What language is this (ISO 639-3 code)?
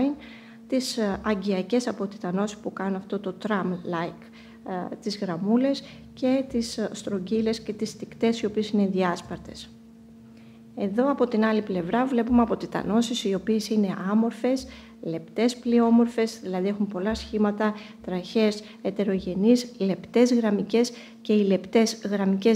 ell